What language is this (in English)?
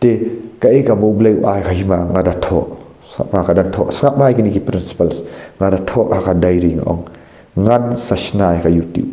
Khasi